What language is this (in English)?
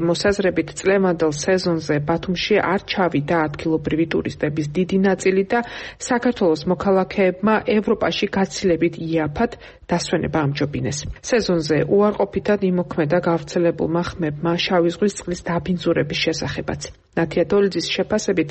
Georgian